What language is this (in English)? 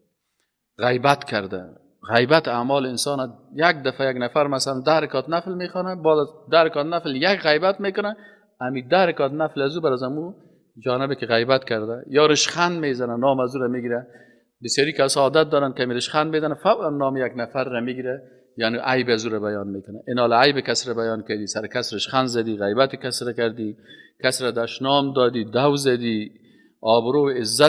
Persian